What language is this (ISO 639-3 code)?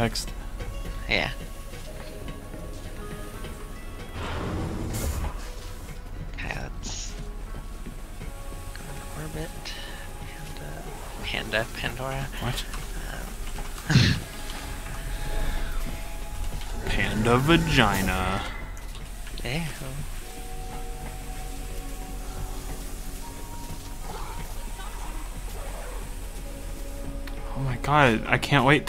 eng